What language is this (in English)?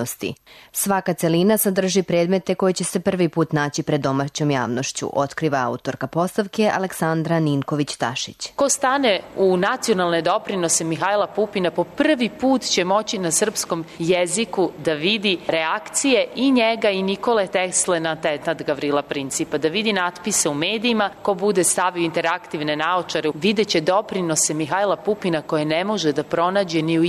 Serbian